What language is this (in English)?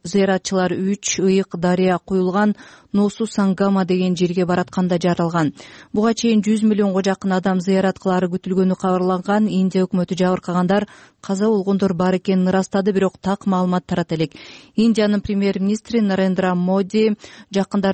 Kyrgyz